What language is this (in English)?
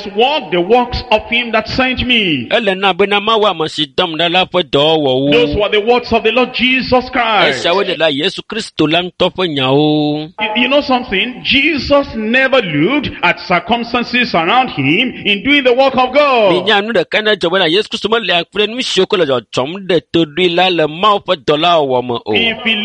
Ewe